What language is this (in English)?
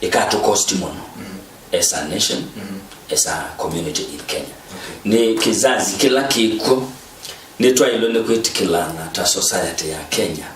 Kamba